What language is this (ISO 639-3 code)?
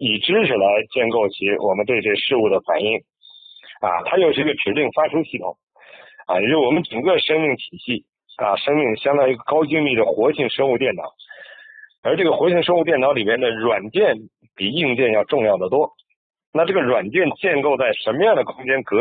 zho